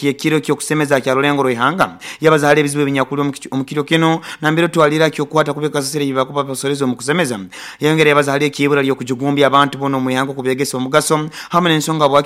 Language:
Nyoro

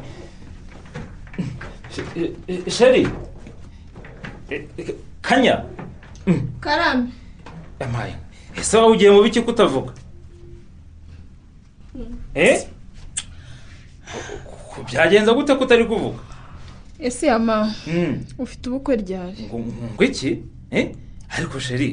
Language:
Kinyarwanda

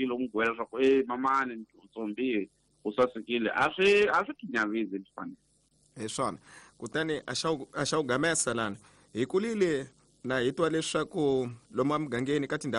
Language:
Tsonga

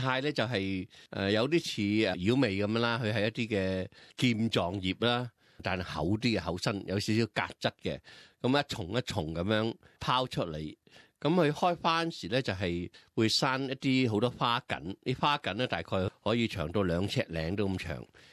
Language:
Cantonese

